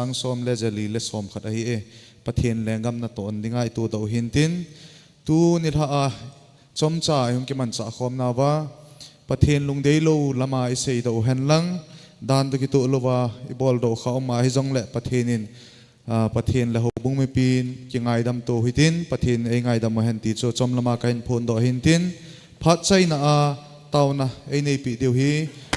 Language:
Thado Chin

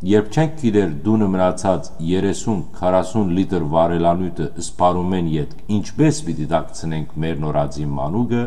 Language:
Western Armenian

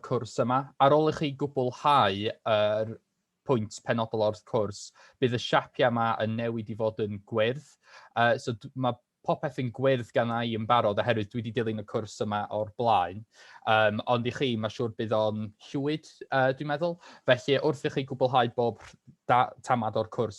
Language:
Welsh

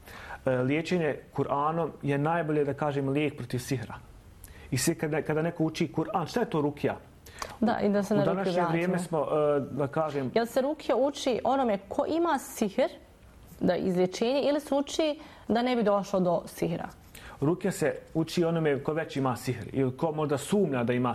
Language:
Bosnian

